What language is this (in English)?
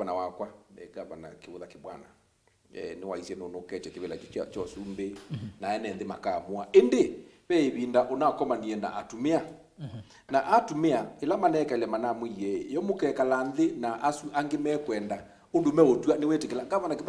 Kamba